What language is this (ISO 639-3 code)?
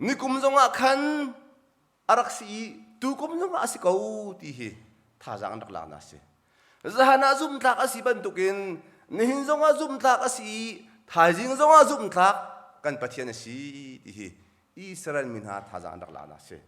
cnh